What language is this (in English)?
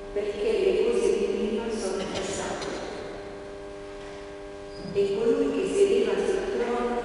Italian